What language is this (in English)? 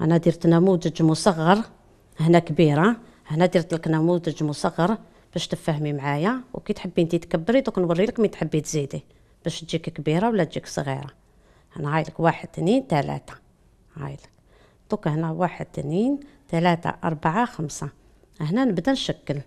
Algerian Arabic